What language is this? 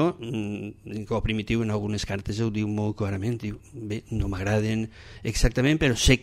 Catalan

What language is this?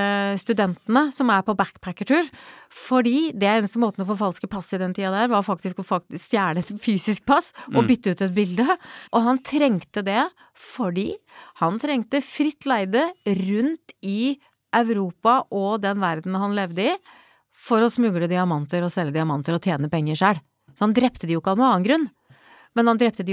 Norwegian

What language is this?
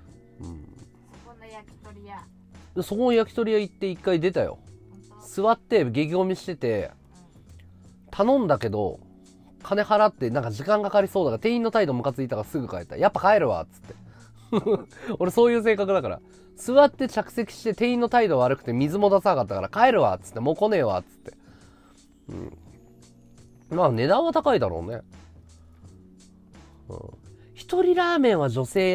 Japanese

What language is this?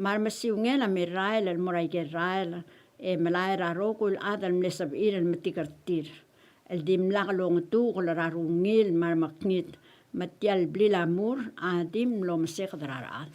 Palauan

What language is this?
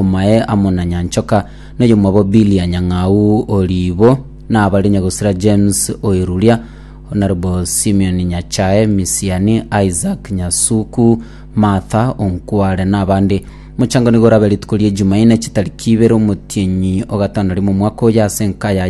Gusii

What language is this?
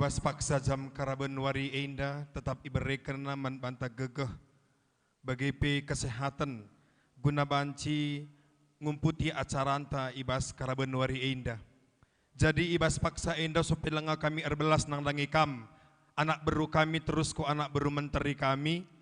Batak Karo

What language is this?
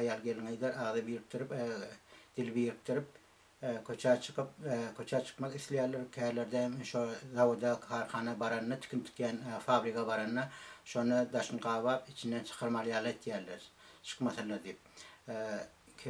Turkmen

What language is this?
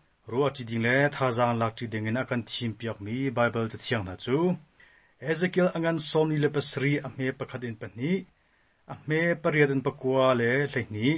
Hakha Chin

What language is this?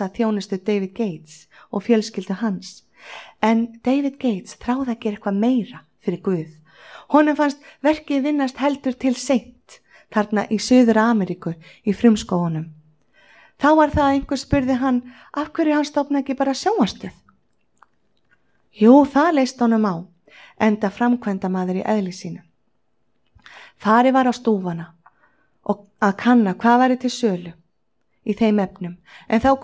Icelandic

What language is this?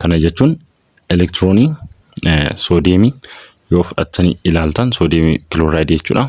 Oromo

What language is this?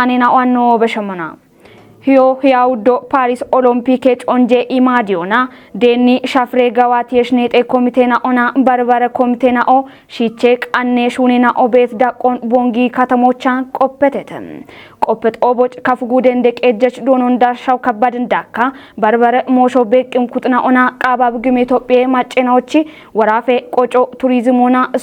Kafa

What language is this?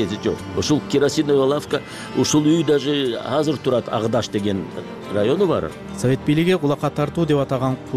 Kyrgyz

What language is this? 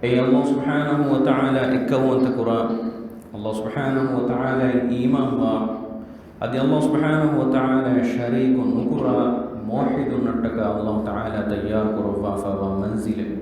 Divehi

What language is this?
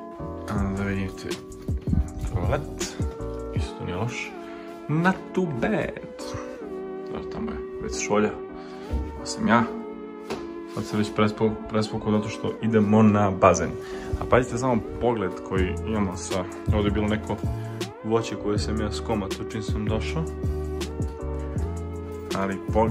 Serbian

